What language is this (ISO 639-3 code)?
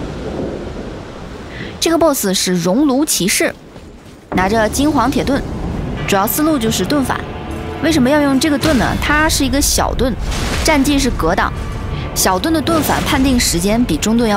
zho